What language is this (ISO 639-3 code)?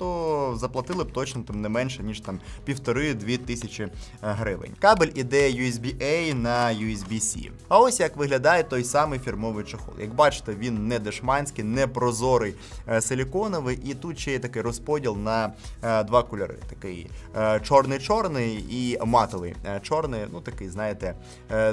ukr